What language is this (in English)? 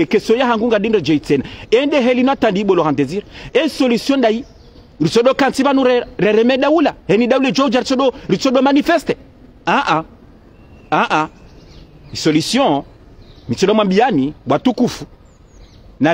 Ngazidja Comorian